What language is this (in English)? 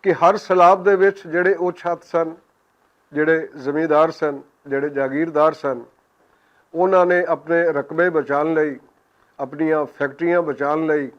Western Panjabi